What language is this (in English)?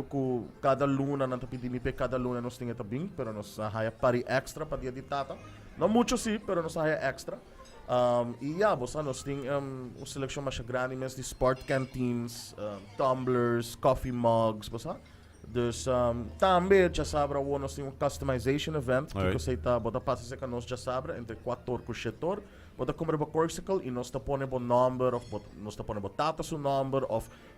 Papiamento